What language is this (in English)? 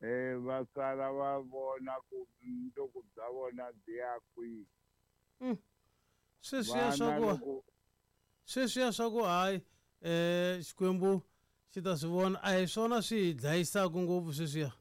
Tsonga